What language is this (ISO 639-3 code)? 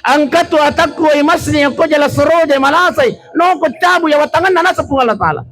bug